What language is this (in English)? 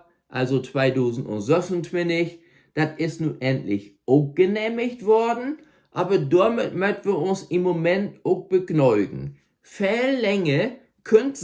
Low German